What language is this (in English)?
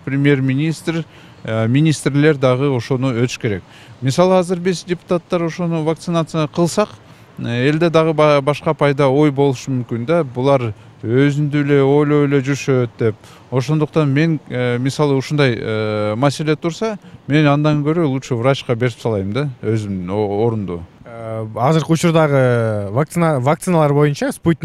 Kyrgyz